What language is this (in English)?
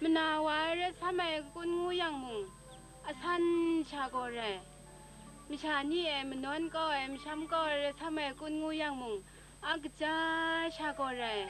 Kachin